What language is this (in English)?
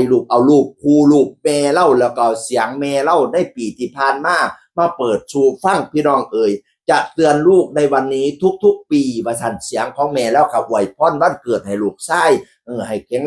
Northeastern Thai